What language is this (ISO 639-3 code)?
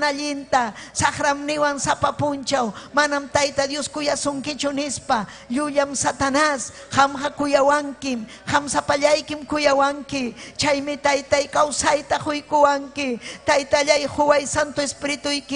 quy